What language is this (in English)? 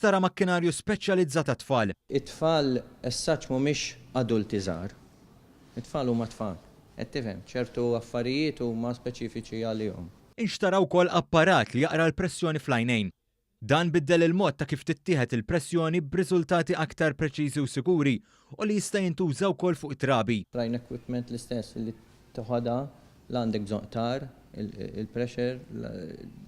Maltese